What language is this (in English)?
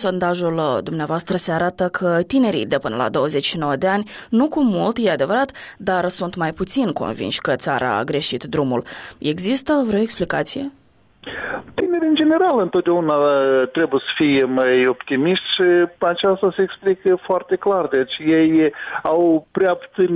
Romanian